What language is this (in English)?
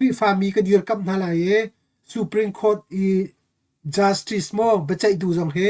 Hakha Chin